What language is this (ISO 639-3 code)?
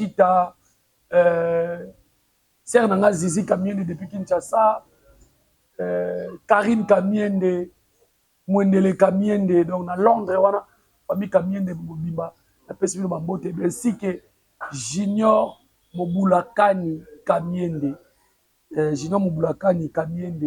lin